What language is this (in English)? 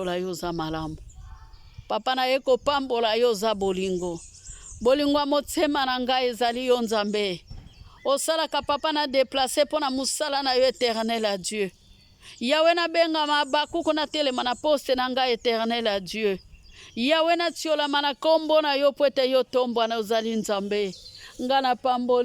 Lingala